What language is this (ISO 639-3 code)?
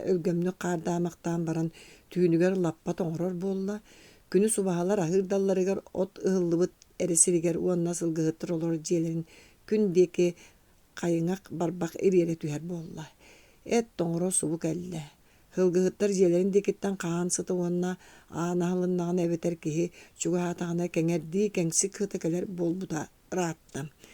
sah